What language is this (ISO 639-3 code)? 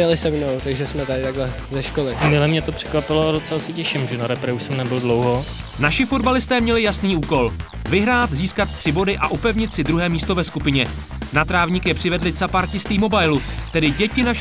ces